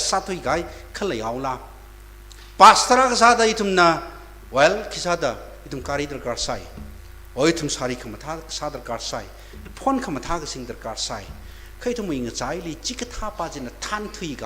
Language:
Tangkhul Naga (India)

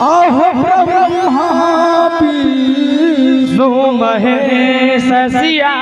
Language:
Angika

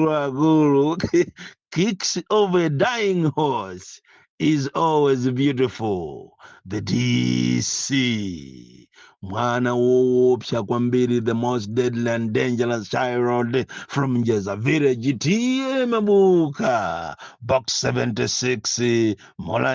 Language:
Nyanja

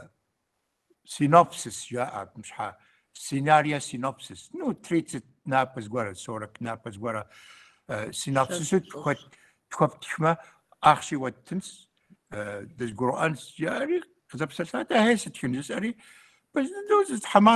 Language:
Kabardian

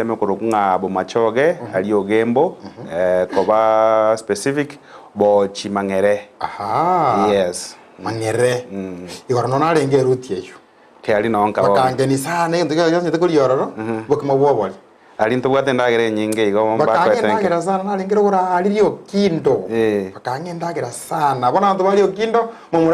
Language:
Gusii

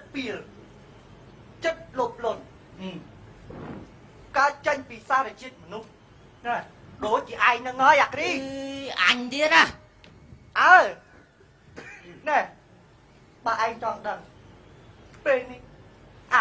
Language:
Khmer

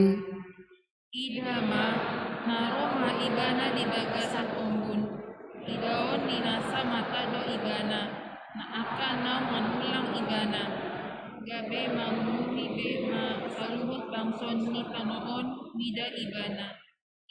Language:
Batak Toba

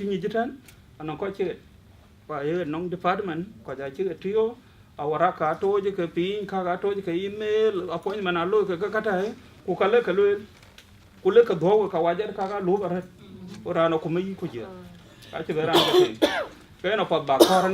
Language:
Dinka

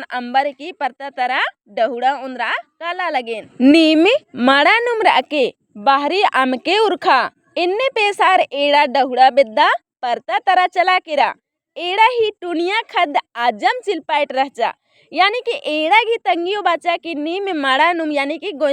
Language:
Kurukh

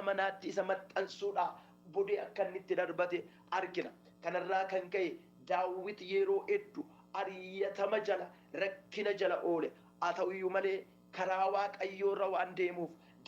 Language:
Oromo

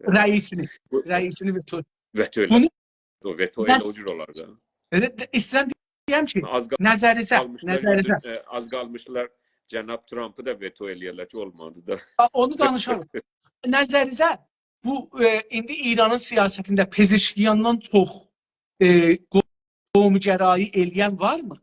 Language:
South Azerbaijani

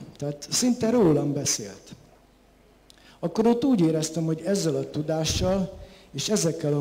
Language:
Hungarian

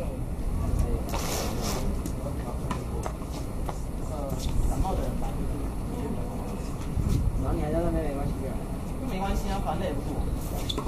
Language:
Chinese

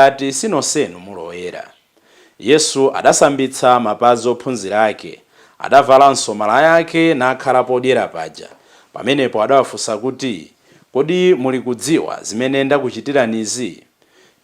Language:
Nyanja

